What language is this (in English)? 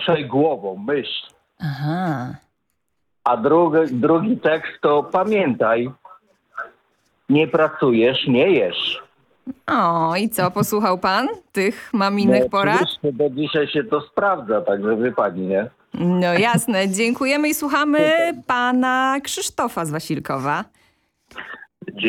Polish